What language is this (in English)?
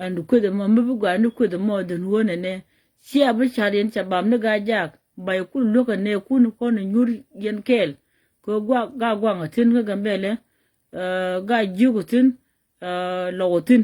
Nuer